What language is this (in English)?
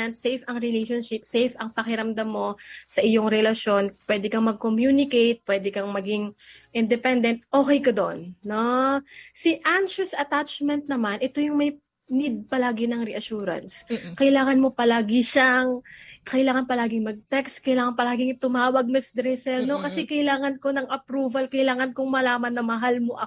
Filipino